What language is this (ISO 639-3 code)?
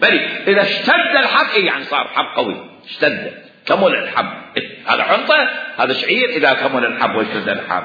acm